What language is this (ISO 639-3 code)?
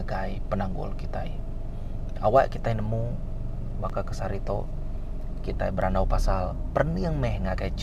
iba